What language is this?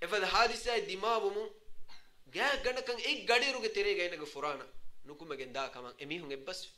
Divehi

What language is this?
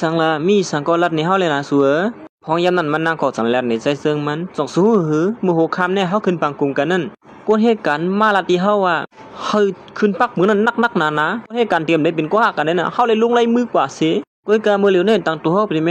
Shan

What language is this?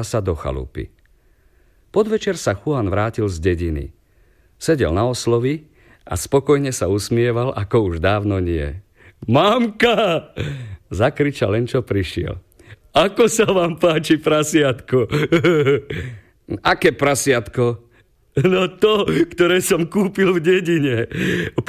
Slovak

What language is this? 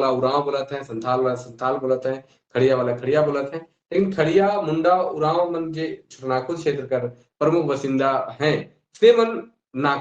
Sadri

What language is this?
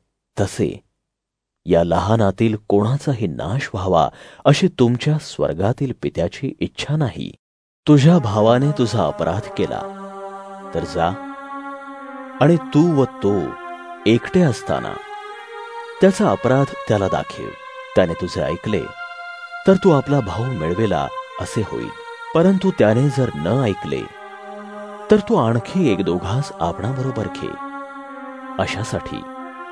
Marathi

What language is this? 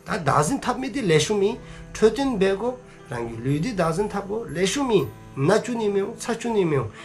Dzongkha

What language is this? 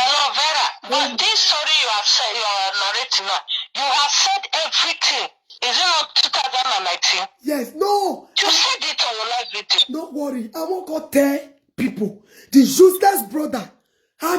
Nigerian Pidgin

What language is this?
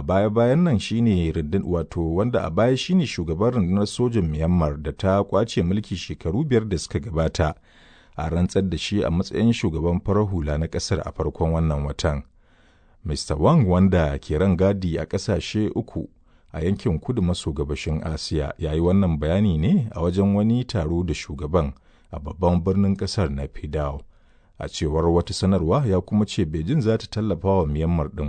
Hausa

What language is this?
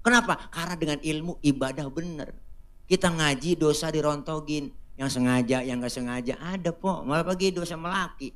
Betawi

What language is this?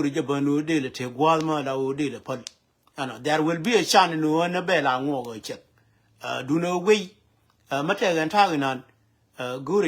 Nuer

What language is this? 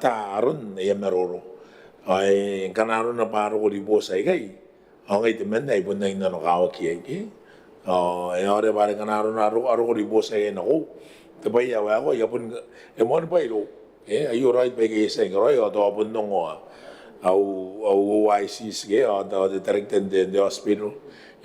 Gilbertese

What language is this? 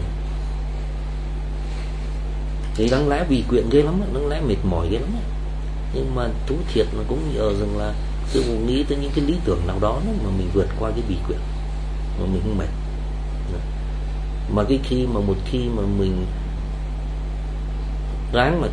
Vietnamese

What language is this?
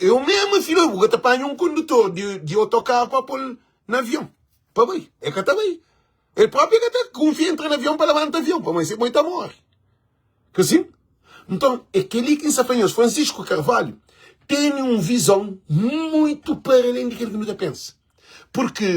Kabuverdianu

